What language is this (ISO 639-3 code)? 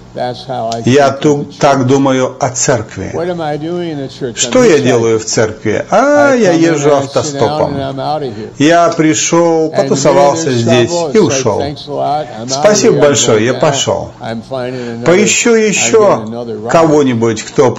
rus